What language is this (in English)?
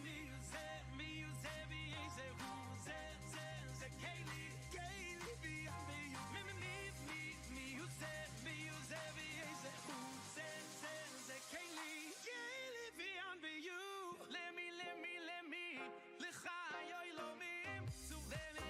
Yiddish